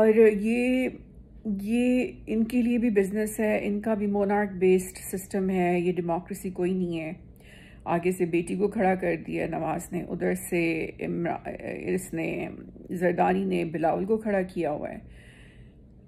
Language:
Urdu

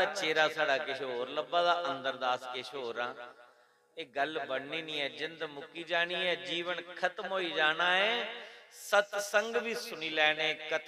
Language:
Dogri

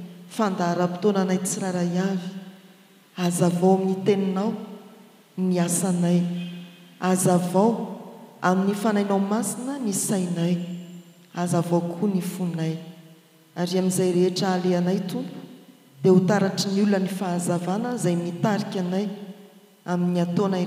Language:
Malagasy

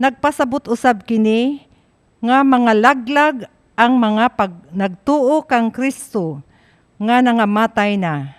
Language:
Cebuano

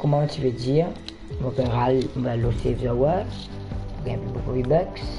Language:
Morisyen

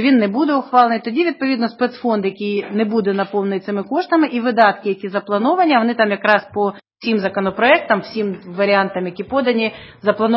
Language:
Ukrainian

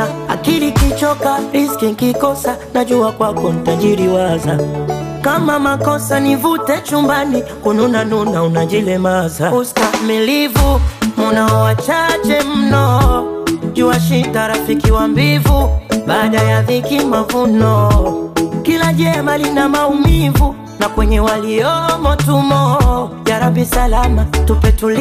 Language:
Swahili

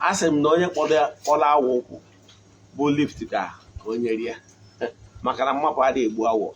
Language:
Igbo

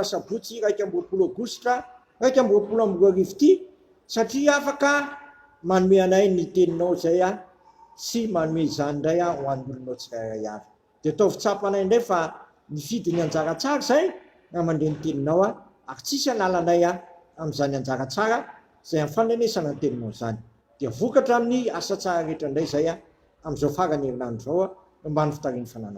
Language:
Malagasy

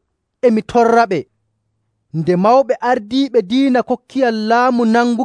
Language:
Nigerian Fulfulde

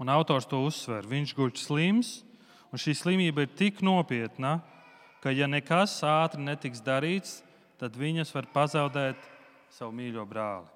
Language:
Latvian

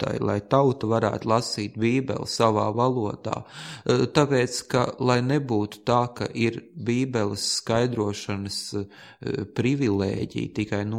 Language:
Latvian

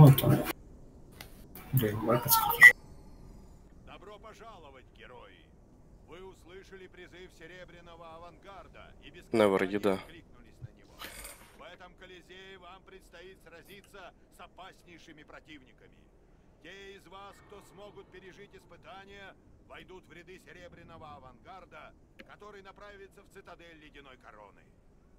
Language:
Russian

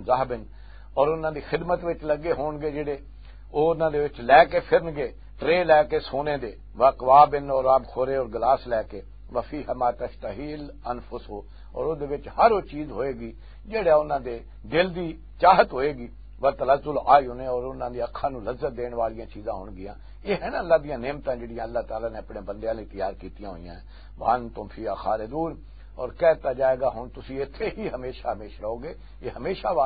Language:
Western Panjabi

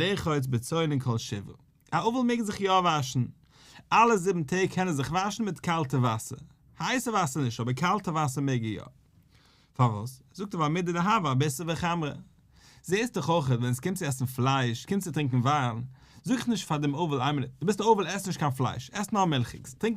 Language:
Yiddish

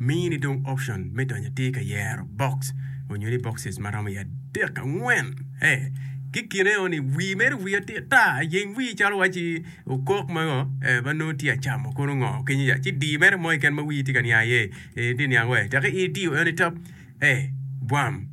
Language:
Acoli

